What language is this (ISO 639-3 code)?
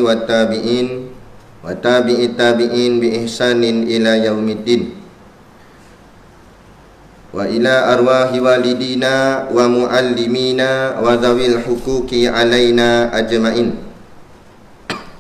msa